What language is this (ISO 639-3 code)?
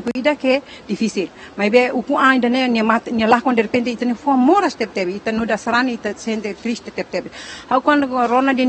tet